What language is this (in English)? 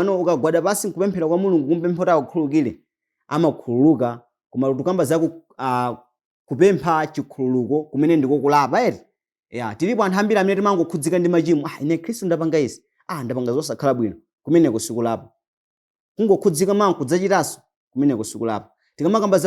Nyanja